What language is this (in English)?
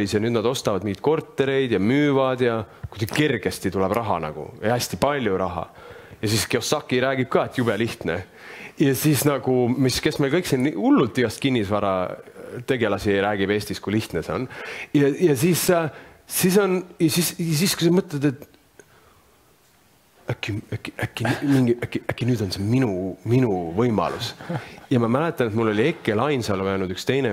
Estonian